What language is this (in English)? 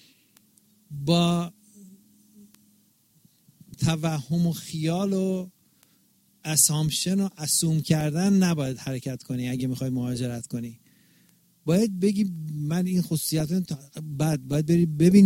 Persian